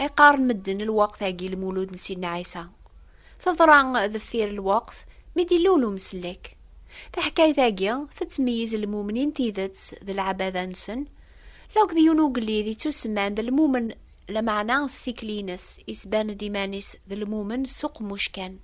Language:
Kabyle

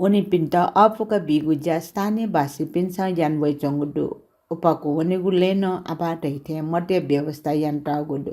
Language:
Newari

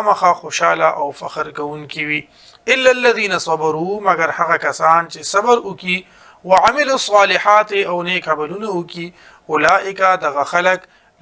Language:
Pashto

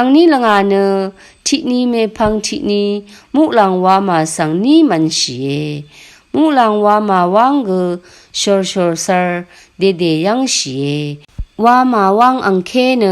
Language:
Rawang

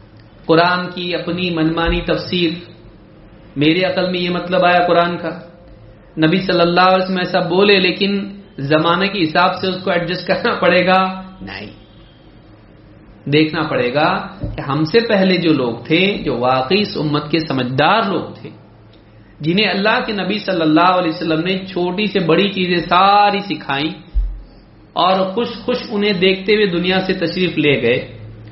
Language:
Urdu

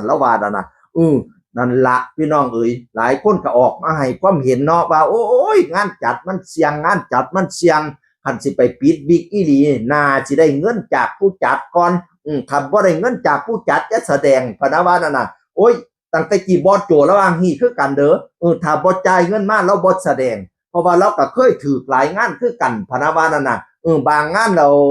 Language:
Northeastern Thai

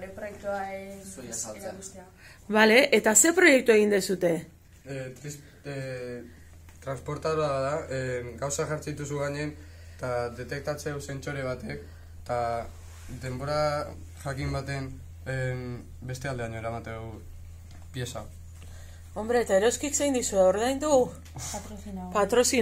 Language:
Basque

